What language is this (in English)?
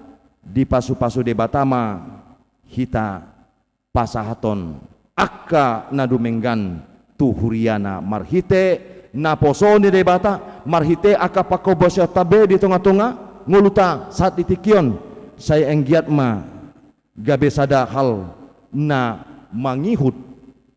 Batak Toba